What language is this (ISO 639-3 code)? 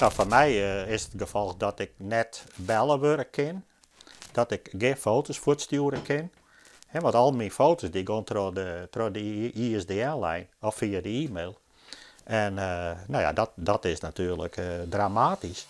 fry